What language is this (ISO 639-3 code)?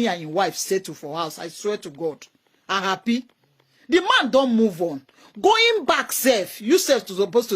pcm